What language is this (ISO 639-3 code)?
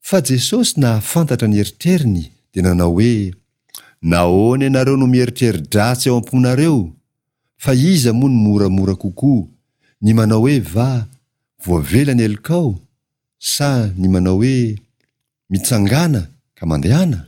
mlg